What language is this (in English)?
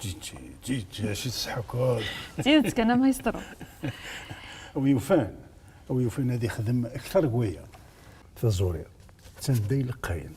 Kabyle